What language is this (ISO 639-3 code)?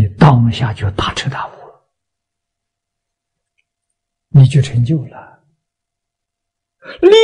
zho